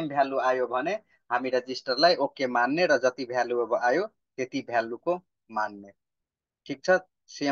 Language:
Nepali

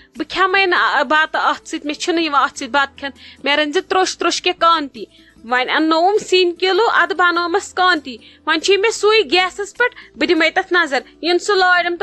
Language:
Kashmiri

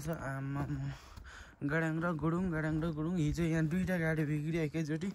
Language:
Nepali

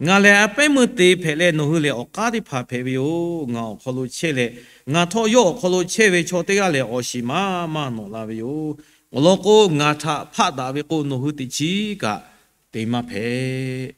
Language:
Lahu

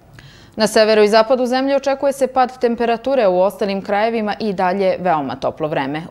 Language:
Serbian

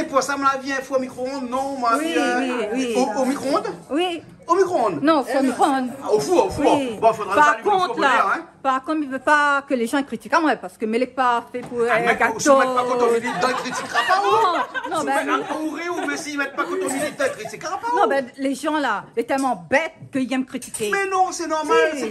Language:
Réunion Creole French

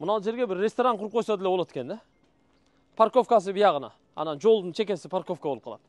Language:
Kyrgyz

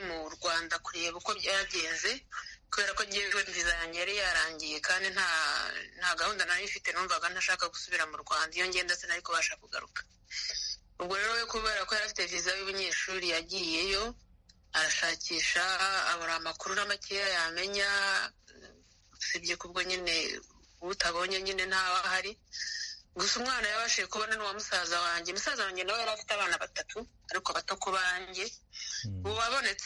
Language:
Kinyarwanda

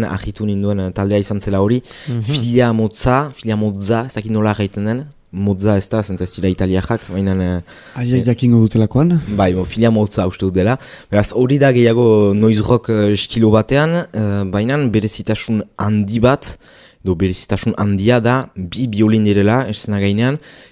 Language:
Basque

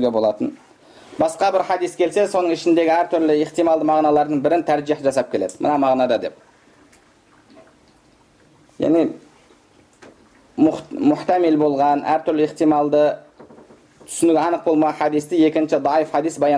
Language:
Kazakh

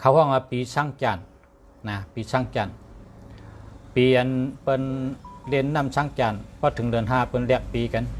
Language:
Shan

